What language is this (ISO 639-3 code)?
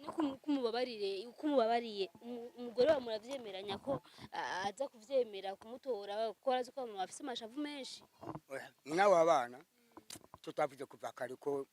run